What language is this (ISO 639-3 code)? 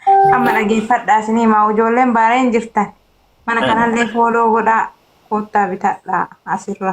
orm